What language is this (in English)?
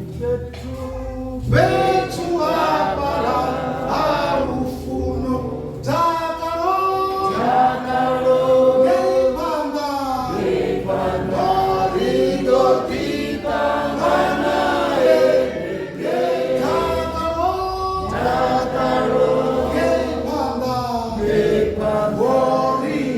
Venda